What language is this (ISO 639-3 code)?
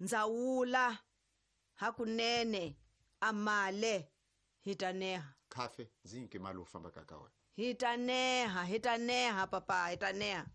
tso